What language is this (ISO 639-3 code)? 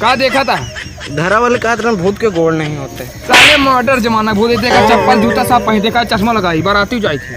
awa